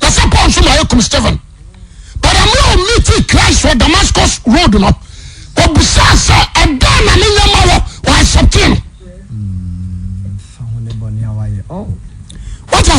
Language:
Akan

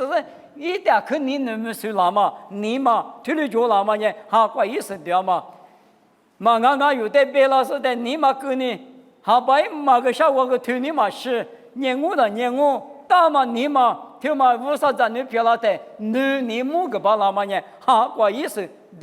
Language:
Lisu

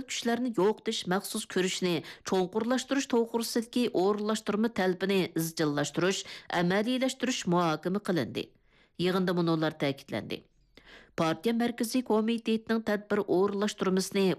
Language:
Uyghur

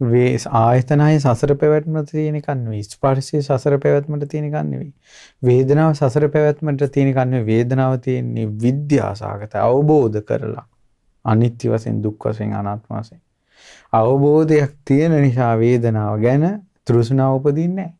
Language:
Sinhala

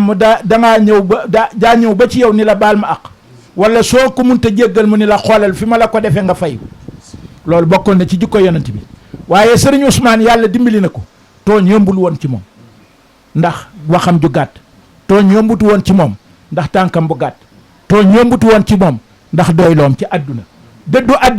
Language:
Wolof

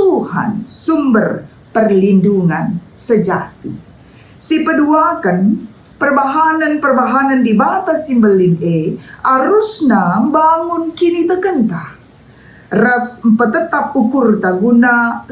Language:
Batak Karo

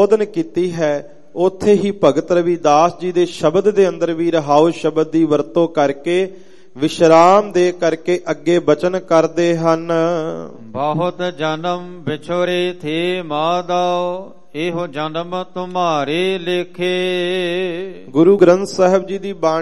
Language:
Punjabi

